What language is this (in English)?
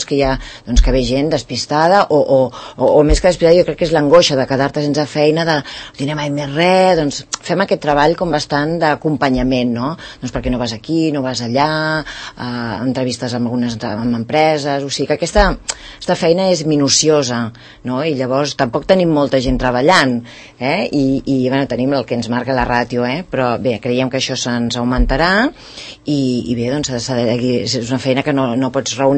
Catalan